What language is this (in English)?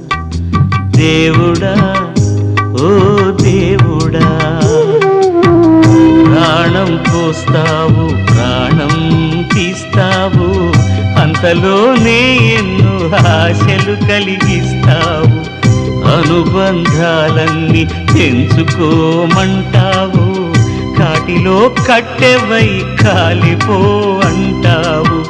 Telugu